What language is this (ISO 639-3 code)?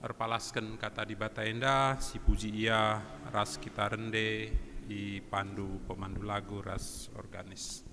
btx